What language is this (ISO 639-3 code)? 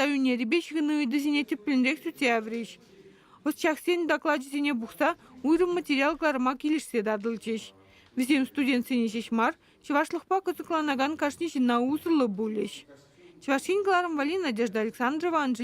chv